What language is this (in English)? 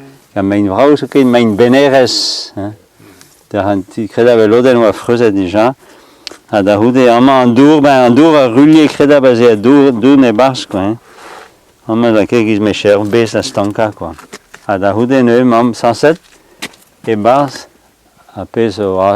Breton